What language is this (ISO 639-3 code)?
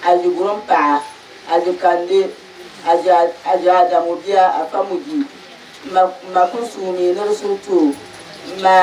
dag